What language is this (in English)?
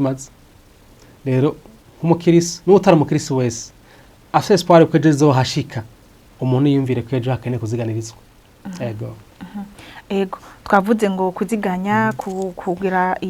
Rundi